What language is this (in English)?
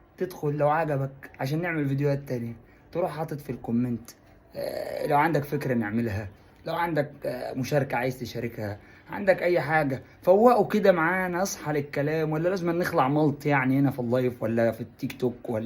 Egyptian Arabic